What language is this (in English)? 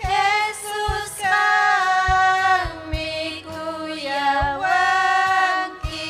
Ayacucho Quechua